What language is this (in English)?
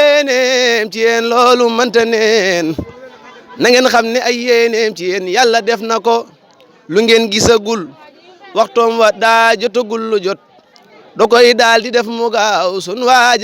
Wolof